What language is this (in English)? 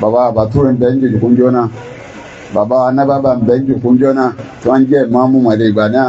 Yoruba